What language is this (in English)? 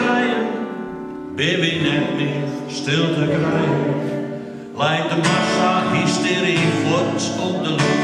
Western Frisian